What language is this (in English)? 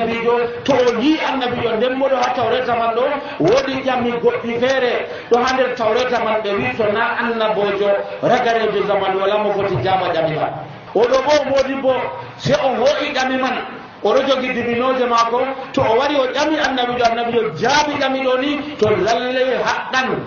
Nigerian Fulfulde